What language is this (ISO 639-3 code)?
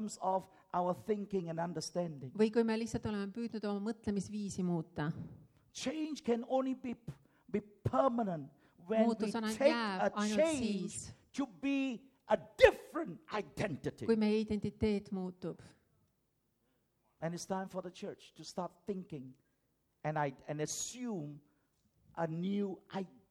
est